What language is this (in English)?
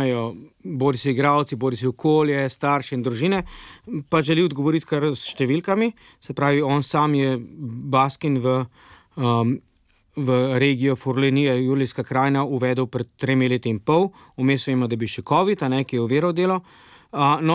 Slovenian